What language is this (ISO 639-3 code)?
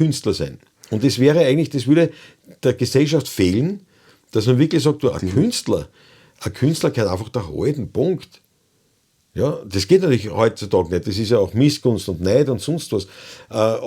bar